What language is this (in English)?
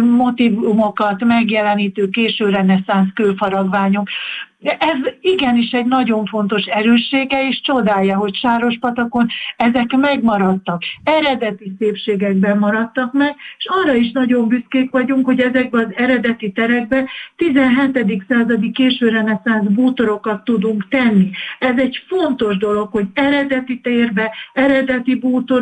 Hungarian